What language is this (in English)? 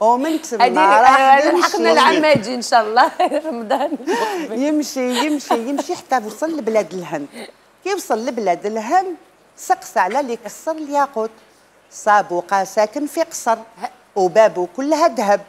Algerian Arabic